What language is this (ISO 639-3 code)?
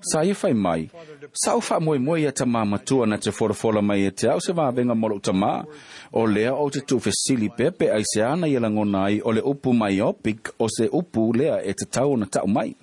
smo